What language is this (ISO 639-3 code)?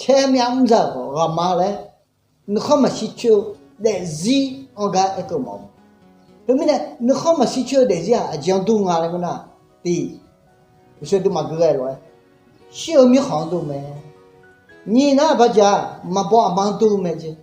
ahk